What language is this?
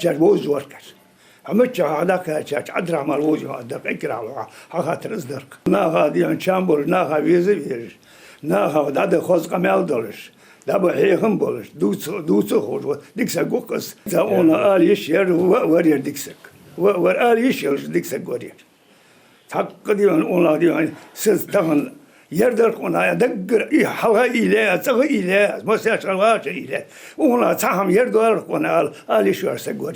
Ingush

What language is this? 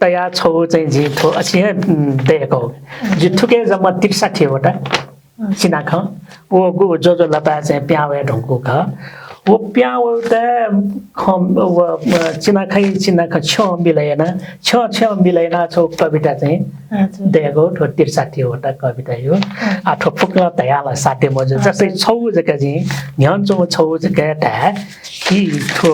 Newari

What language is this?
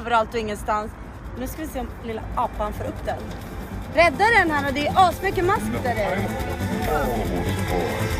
Swedish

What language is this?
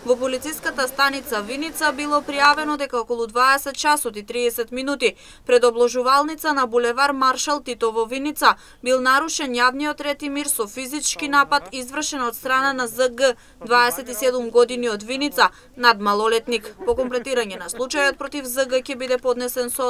Macedonian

